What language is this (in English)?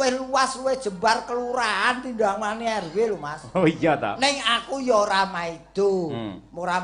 Javanese